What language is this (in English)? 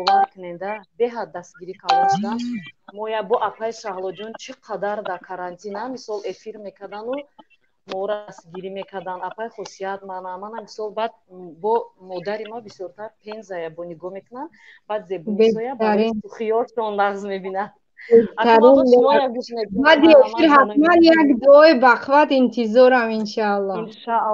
Tajik